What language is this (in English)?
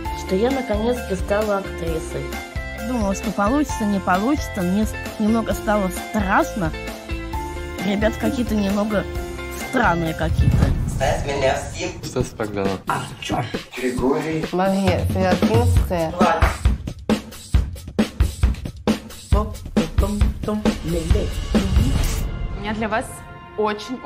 Russian